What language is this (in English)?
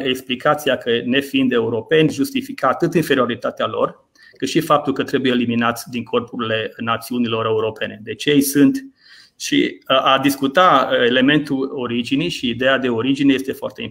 Romanian